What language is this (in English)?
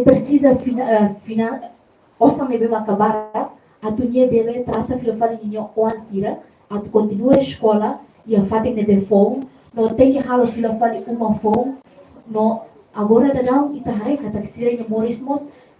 Tetum